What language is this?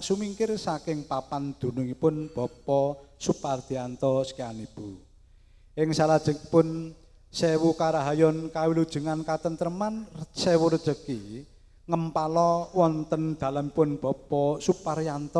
Javanese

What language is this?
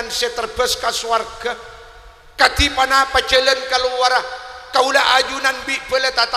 Madurese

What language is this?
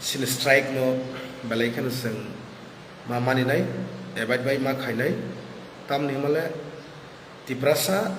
Kok Borok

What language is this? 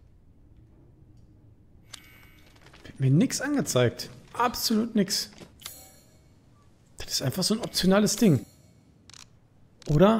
German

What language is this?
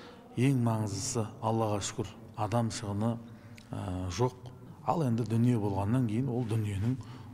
Kazakh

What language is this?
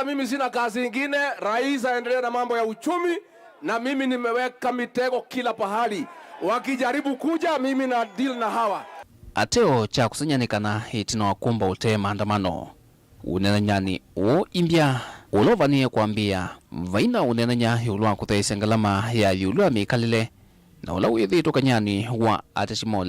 Kamba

